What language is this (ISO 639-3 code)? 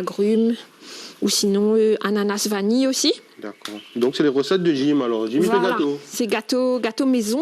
rcf